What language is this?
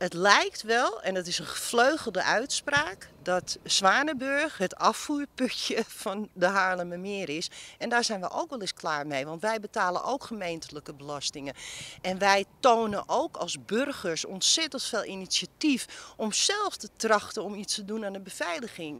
Dutch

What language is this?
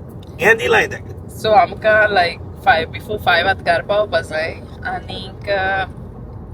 Konkani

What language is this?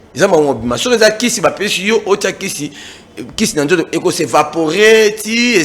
Lingala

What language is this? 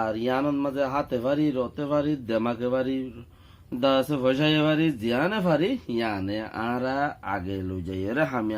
Rohingya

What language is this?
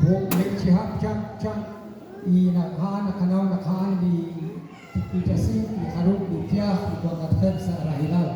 Kekchí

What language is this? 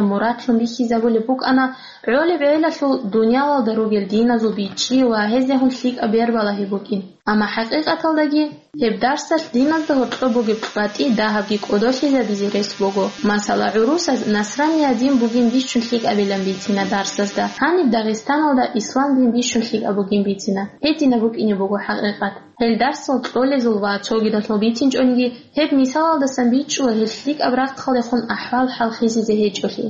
Avaric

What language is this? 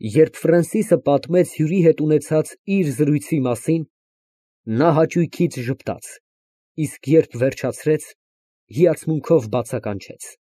Armenian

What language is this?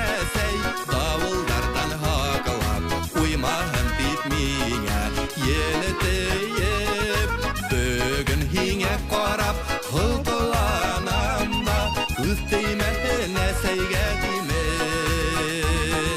Bashkir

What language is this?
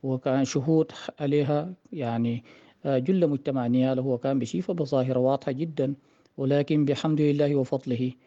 Sudanese Arabic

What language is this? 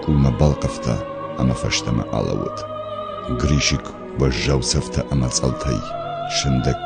Ossetic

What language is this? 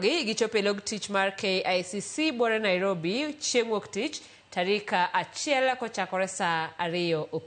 Luo (Kenya and Tanzania)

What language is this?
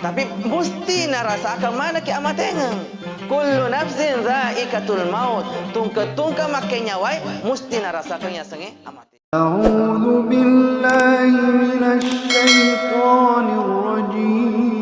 Buginese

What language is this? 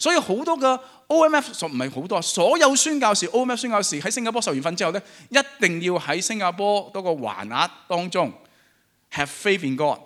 Cantonese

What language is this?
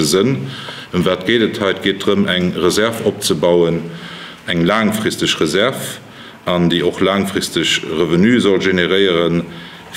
Luxembourgish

